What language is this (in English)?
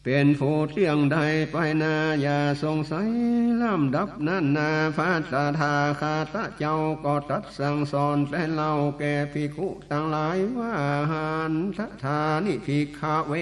Northern Thai